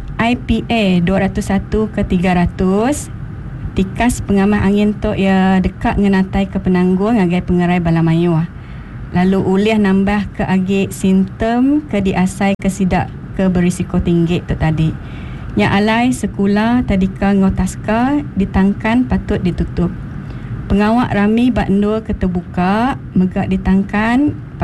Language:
Iban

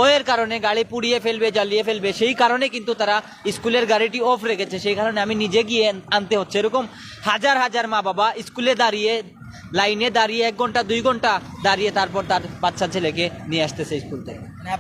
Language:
Sylheti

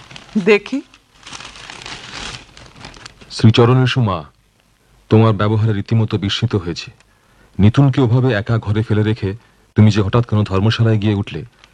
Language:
Bangla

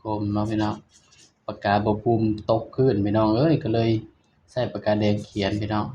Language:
Northeastern Thai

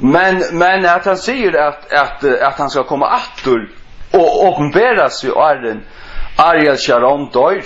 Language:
Faroese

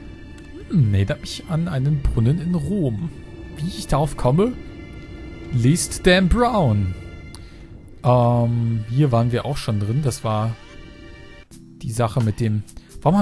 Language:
German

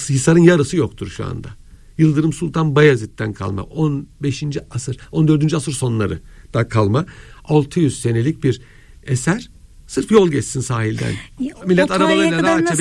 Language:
Turkish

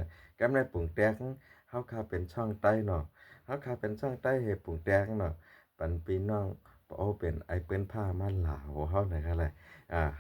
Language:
Shan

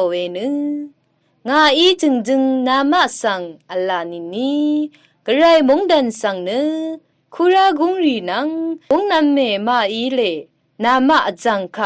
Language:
Rawang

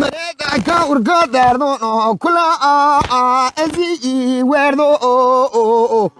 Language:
Zaza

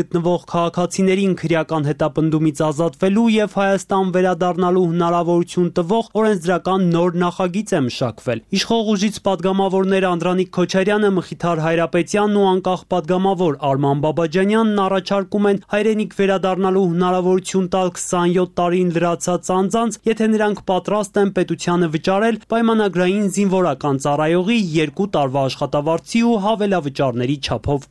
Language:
Armenian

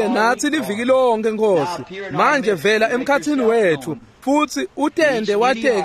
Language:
Swati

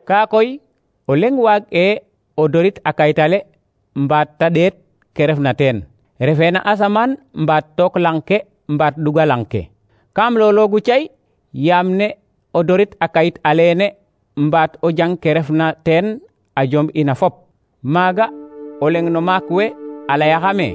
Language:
Serer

